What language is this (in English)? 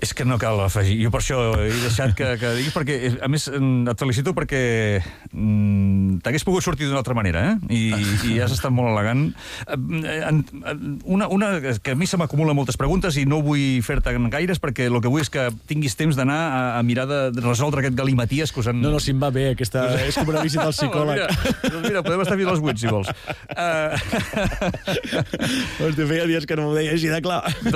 Catalan